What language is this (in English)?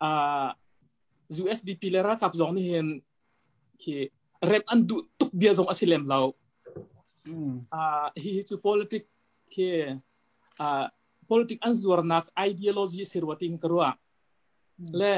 Hakha Chin